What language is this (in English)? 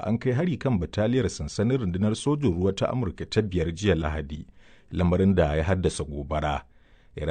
Hausa